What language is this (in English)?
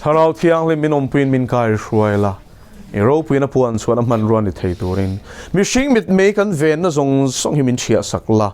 Mizo